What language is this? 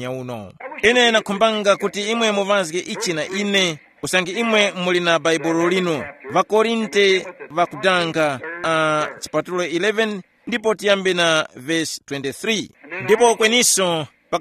Tumbuka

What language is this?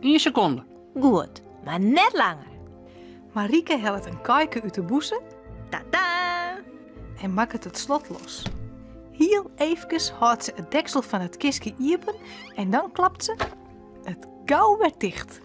Western Frisian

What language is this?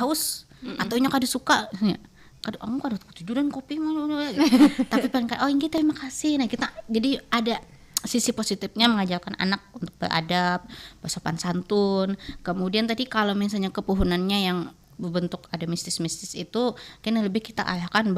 Banjar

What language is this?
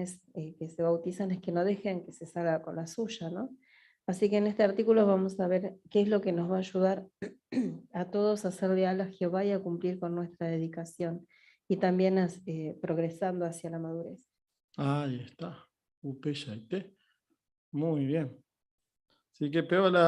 Guarani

